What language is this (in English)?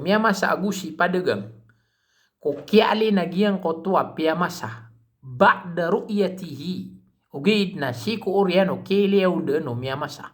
Maranao